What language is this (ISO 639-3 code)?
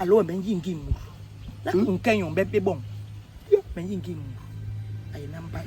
bas